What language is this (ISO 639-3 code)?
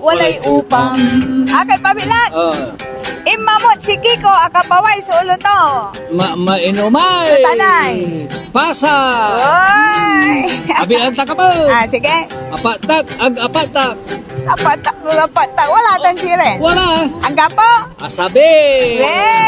pag